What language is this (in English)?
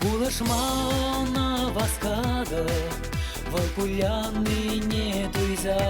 Chuvash